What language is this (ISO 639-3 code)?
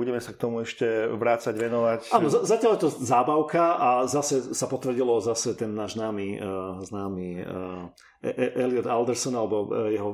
slk